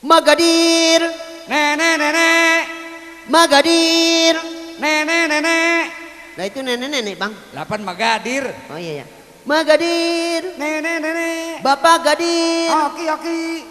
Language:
Betawi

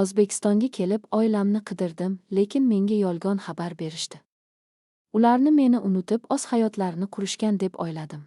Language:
Uzbek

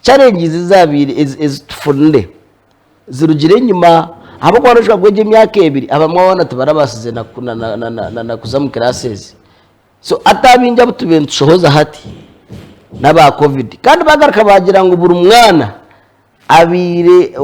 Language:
Nyankole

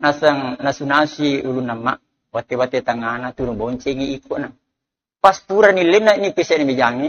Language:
Buginese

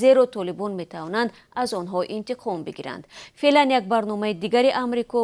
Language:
Tajik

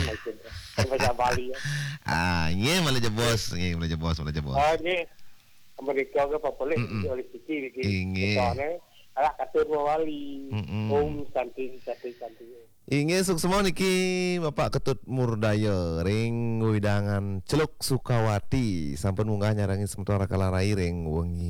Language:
Balinese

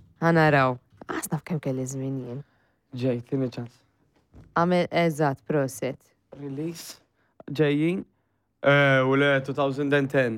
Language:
Maltese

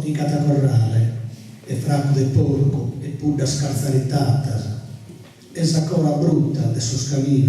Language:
Sardinian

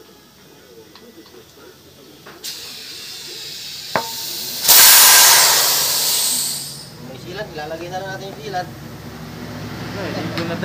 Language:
Filipino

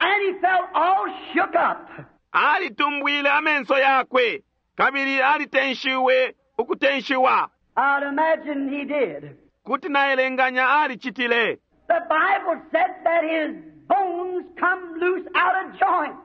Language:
Bemba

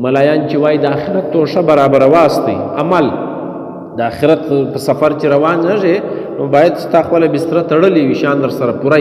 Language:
Pashto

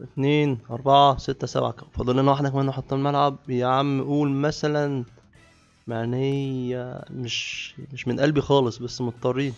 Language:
Egyptian Arabic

